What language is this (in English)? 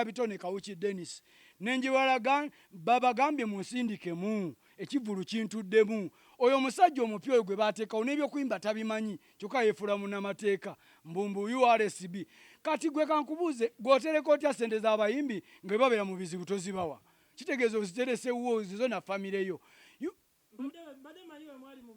Ganda